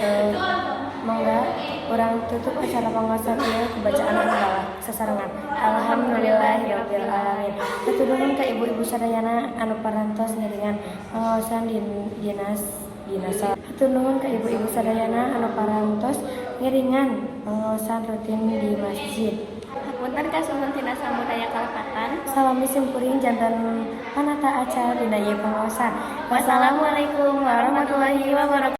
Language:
Sundanese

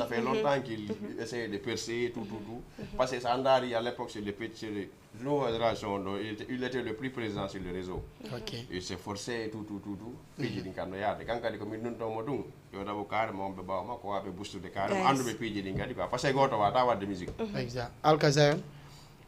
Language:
Fula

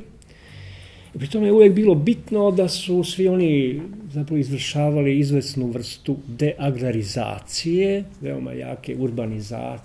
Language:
Serbian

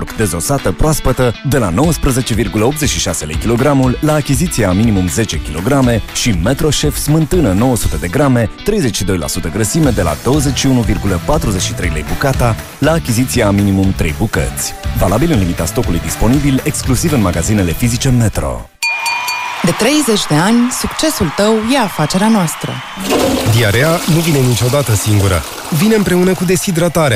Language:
Romanian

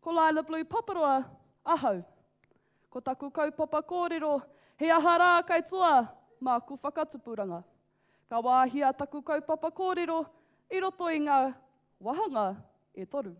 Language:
Māori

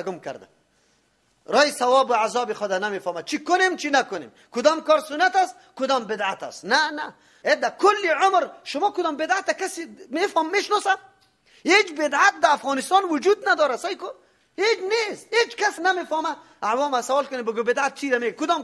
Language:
Persian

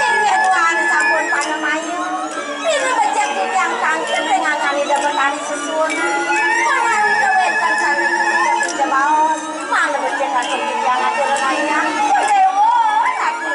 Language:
Balinese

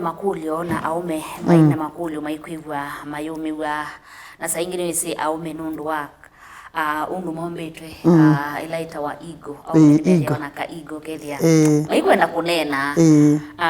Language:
Kamba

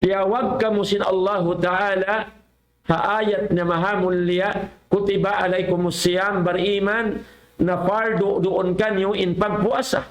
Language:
Tausug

